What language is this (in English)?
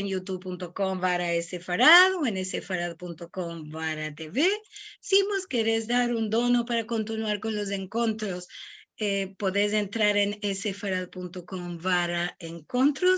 Ladino